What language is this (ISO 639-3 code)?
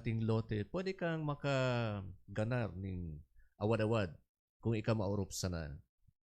bik